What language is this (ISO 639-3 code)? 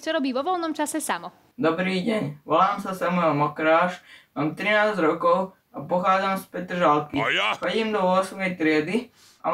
slk